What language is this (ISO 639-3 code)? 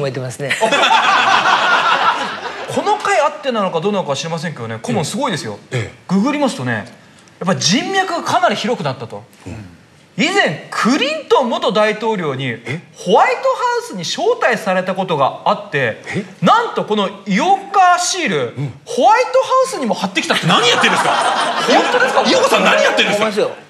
jpn